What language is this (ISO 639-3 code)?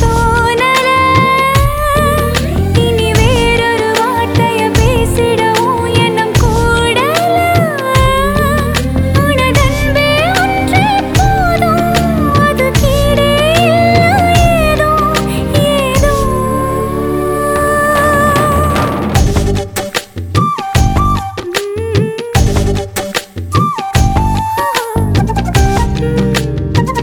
tam